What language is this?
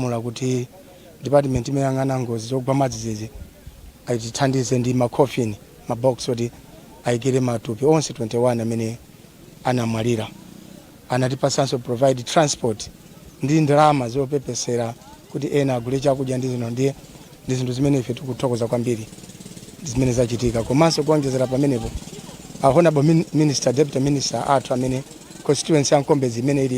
Nyanja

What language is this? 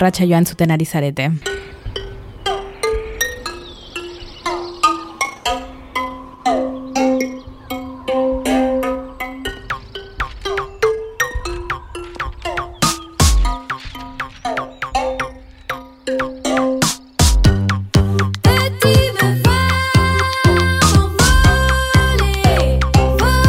Basque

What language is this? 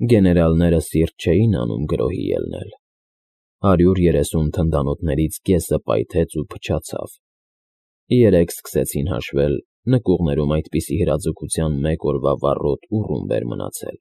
Armenian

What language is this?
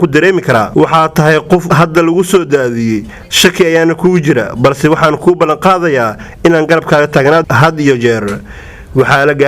Somali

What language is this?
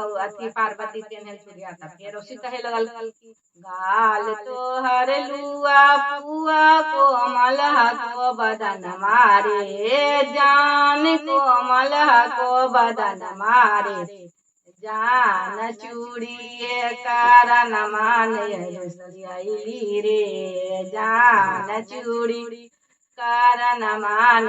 Magahi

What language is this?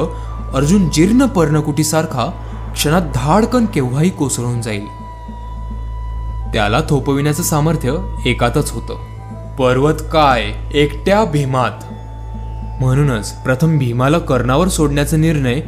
Marathi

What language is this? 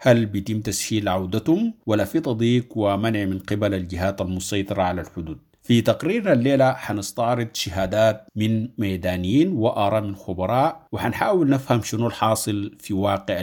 Sudanese Arabic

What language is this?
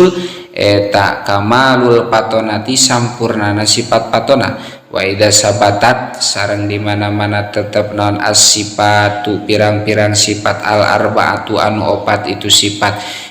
Sundanese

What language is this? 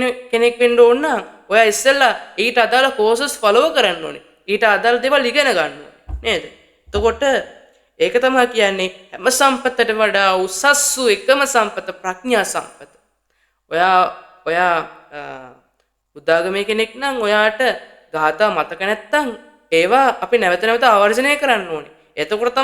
Sinhala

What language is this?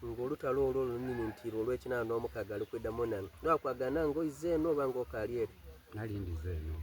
Soga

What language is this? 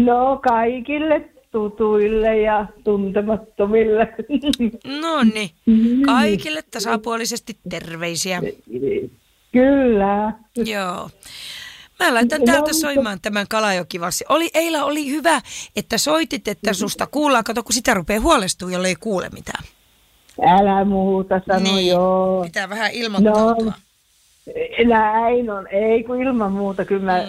Finnish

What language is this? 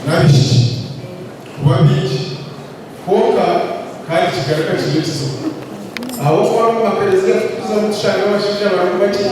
Nyankole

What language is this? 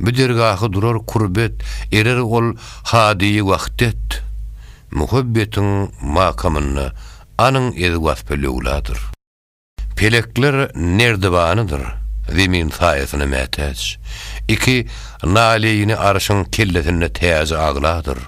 Turkmen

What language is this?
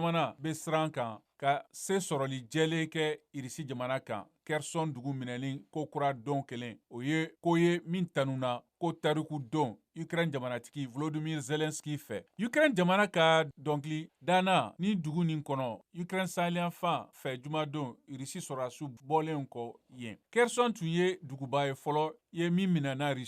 Bambara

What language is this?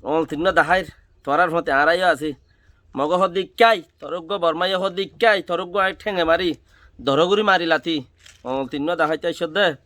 Rohingya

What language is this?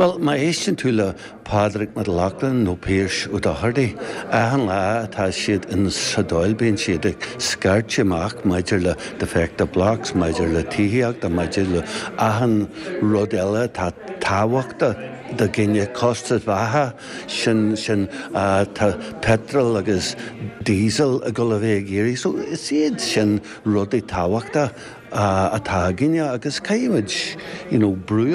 Irish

